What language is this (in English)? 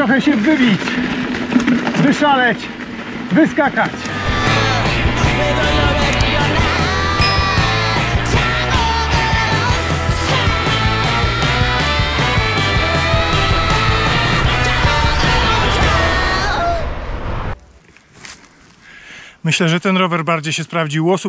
Polish